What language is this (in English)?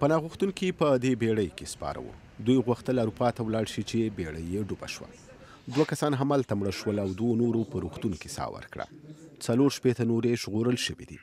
Pashto